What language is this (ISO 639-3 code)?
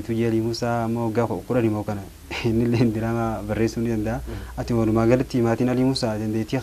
orm